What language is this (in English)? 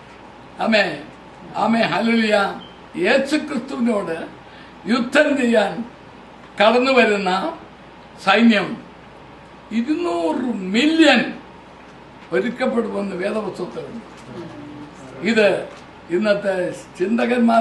Malayalam